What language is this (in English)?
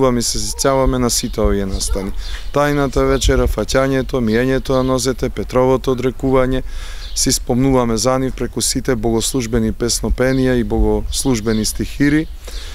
Macedonian